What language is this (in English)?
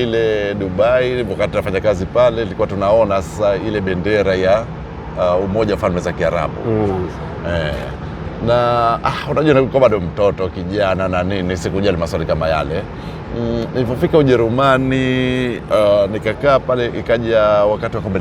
Swahili